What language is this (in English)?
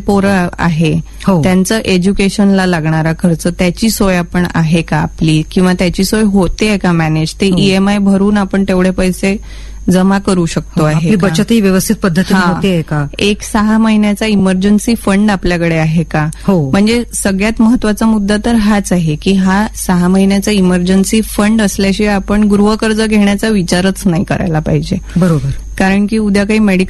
Marathi